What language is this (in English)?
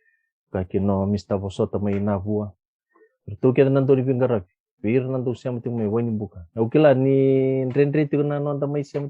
Fijian